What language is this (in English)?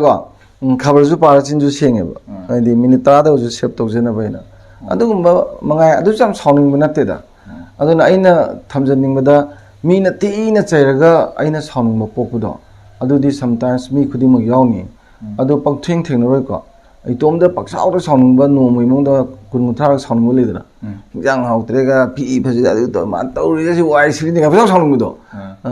Manipuri